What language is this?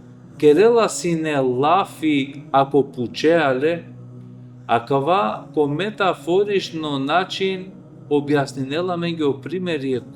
Balkan Romani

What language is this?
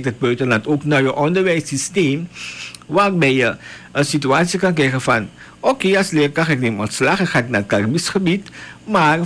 Dutch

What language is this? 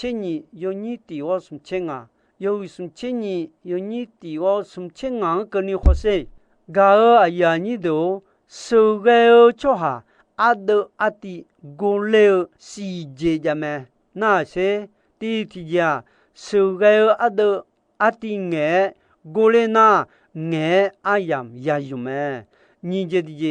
Akha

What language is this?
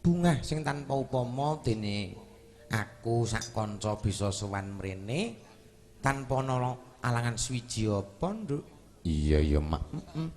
Javanese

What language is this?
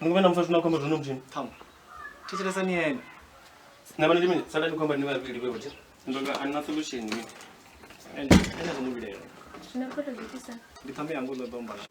Venda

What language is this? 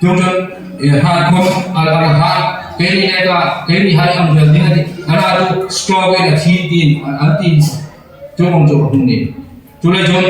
Hmar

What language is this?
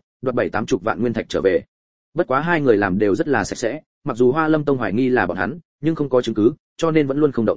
Vietnamese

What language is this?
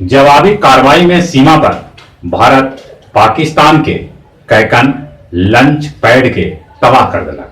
Magahi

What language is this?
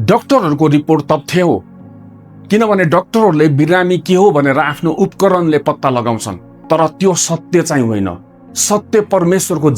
Nepali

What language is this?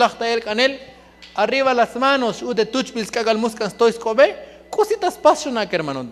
Tzotzil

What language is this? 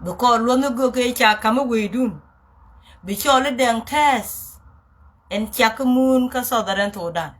Nuer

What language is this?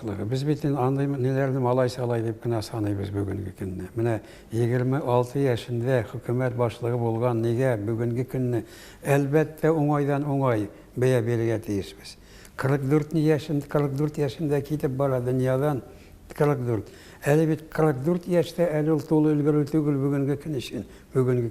Tatar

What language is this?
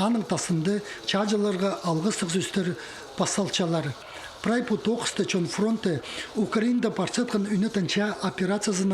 Khakas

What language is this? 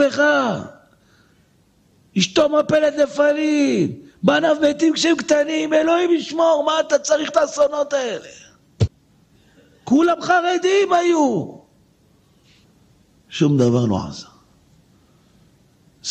Hebrew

